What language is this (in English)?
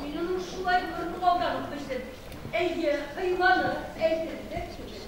Bashkir